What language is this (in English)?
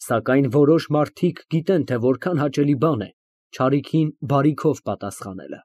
Armenian